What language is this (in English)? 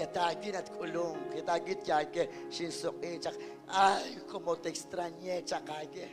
Kekchí